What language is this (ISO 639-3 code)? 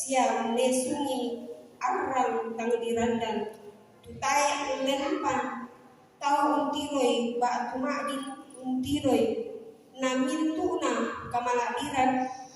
sda